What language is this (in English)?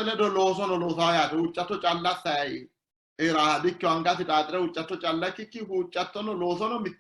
Sidamo